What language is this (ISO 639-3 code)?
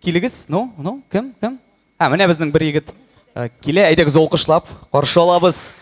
tat